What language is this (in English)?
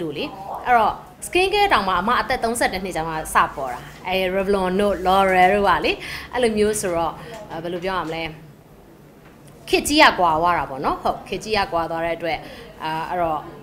Burmese